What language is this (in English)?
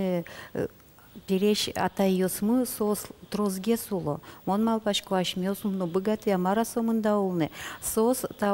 Udmurt